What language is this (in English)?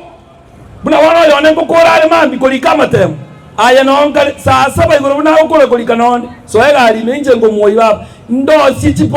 Gusii